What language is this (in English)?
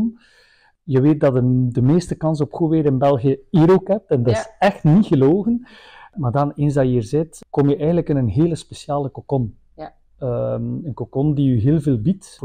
Dutch